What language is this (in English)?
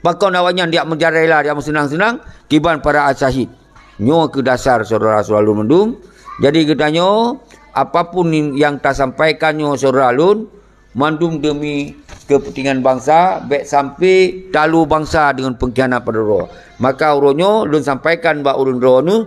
Achinese